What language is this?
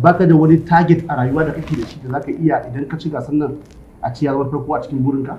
Hausa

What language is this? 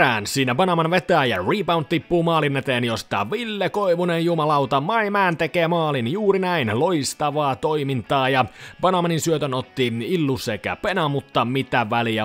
Finnish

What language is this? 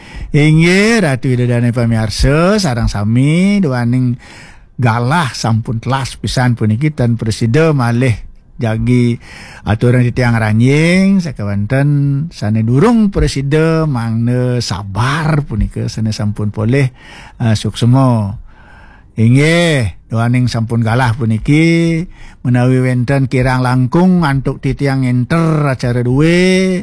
Balinese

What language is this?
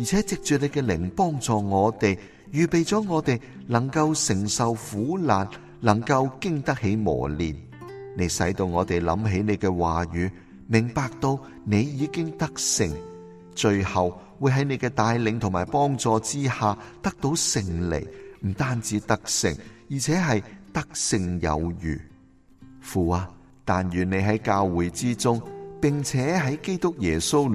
Cantonese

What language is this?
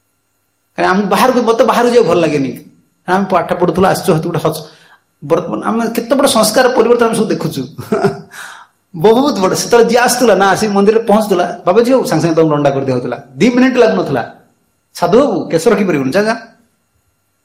Odia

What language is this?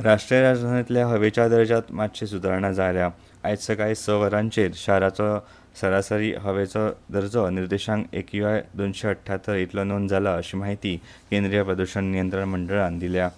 Konkani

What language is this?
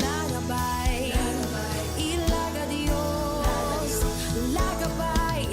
Papiamento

